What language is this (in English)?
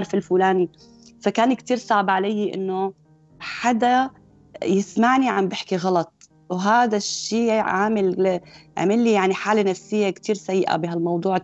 North Levantine Arabic